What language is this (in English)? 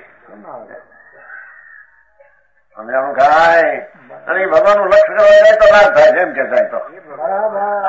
Gujarati